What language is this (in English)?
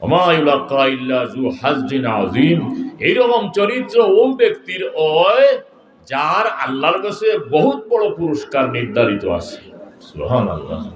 Sylheti